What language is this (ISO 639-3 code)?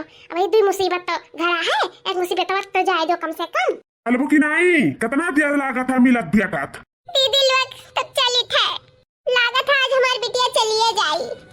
awa